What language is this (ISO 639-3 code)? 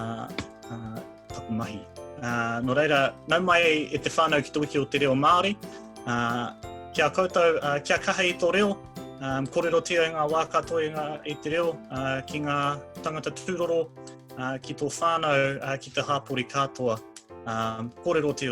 mri